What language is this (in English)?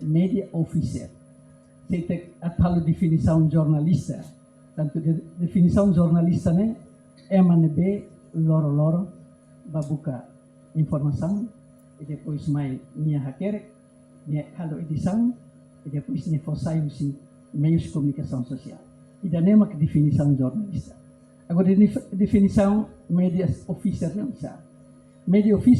Tetum